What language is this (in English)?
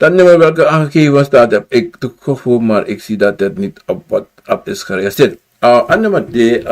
Sranan Tongo